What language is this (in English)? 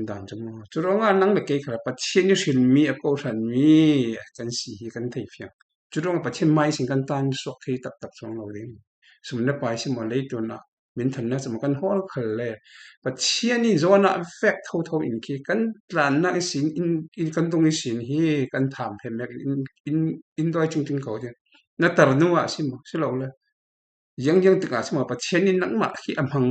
Falam Chin